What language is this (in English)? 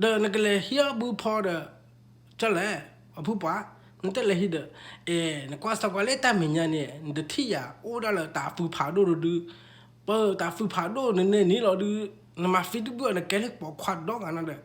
S'gaw Karen